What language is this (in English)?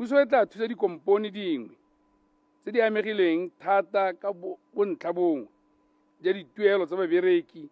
Tswana